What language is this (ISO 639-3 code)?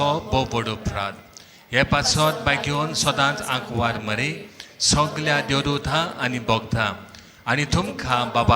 kok